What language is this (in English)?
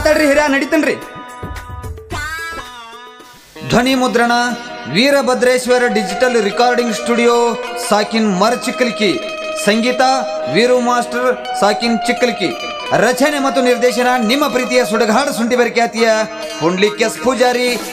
Kannada